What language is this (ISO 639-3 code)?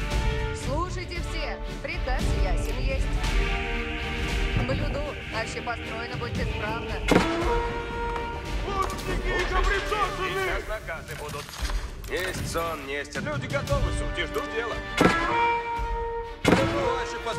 rus